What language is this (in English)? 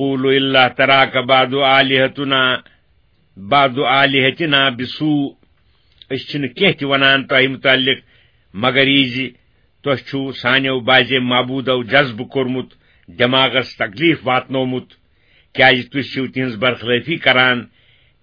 Kashmiri